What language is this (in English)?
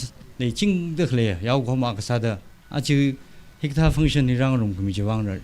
Tangkhul Naga (India)